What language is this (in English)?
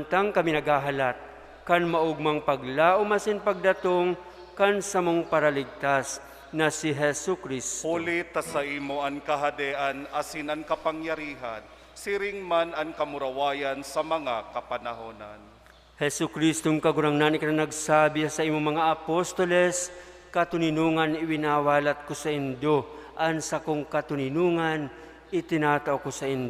Bikol